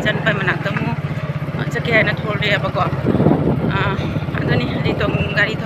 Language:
Manipuri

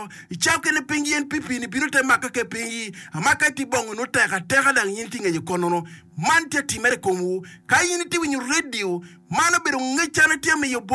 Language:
Acoli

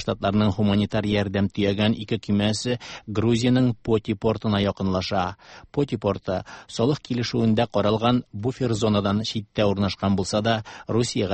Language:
Tatar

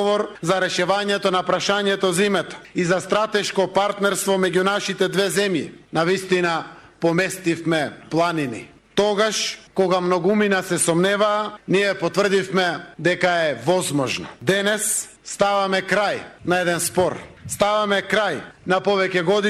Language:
Macedonian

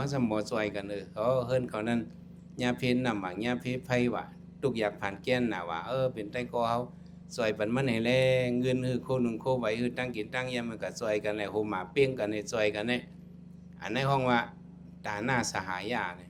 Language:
Shan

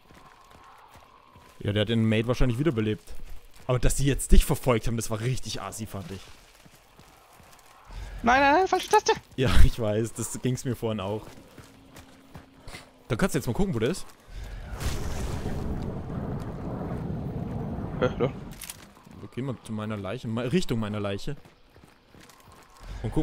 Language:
German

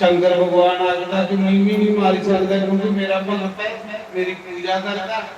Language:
Dogri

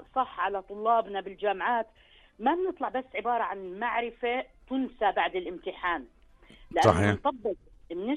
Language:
North Levantine Arabic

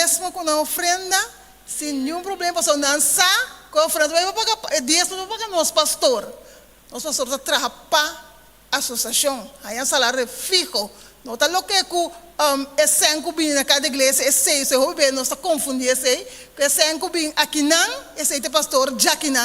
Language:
Papiamento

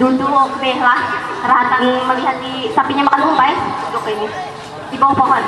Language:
Banjar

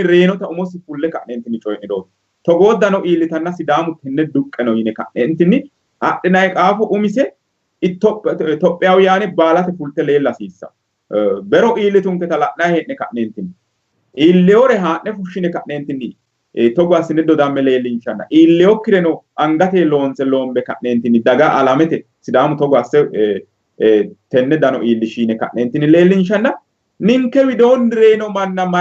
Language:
Sidamo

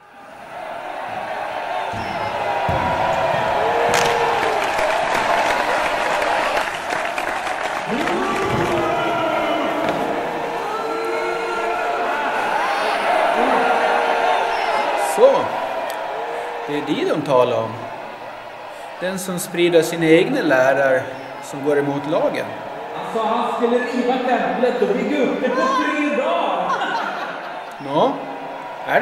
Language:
Swedish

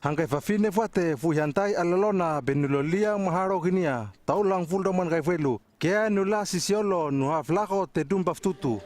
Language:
Hano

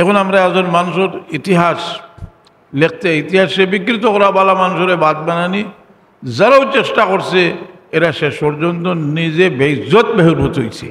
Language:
Sylheti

